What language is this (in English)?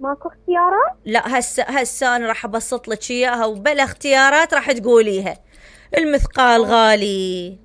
Mesopotamian Arabic